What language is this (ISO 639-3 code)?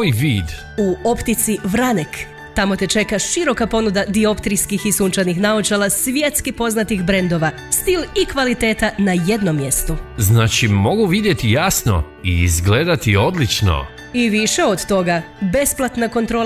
hrv